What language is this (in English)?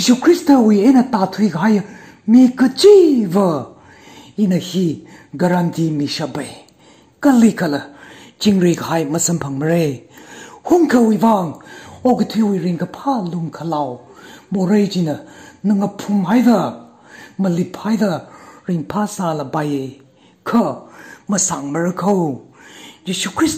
Tangkhul Naga (India)